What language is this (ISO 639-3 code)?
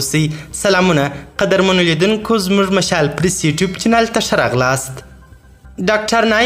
pus